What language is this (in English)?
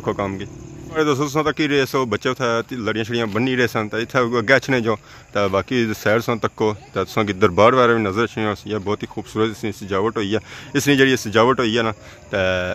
Pahari-Potwari